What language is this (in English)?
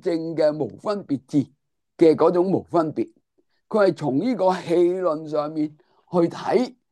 Cantonese